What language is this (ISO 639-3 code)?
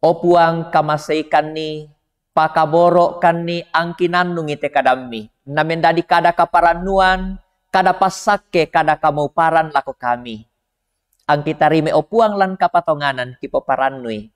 sda